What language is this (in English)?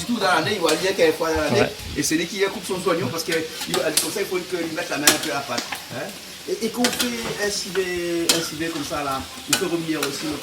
Réunion Creole French